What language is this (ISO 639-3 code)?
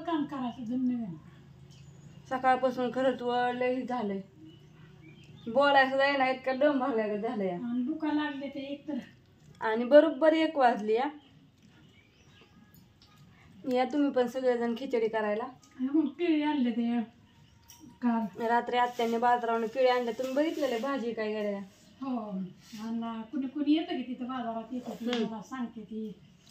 mar